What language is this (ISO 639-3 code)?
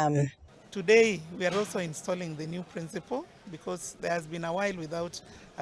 guz